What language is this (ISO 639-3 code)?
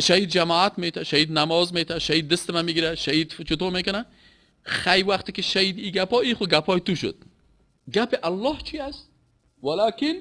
fas